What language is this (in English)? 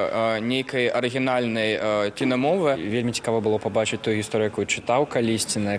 Belarusian